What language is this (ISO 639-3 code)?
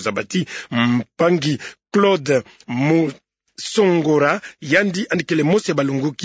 ktu